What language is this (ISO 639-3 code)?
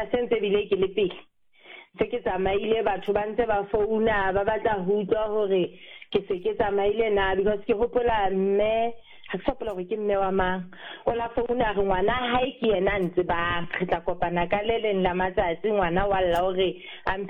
sot